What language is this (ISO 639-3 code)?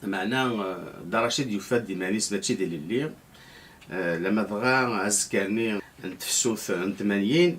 kab